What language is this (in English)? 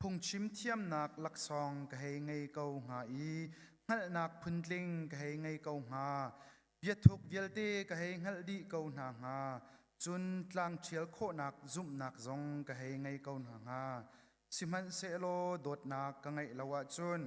Hakha Chin